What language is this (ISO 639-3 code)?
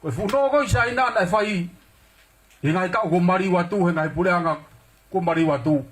ton